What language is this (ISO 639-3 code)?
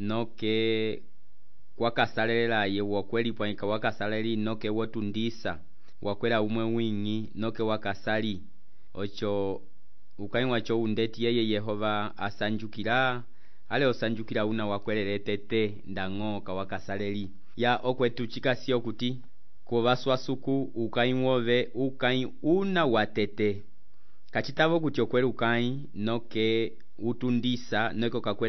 umb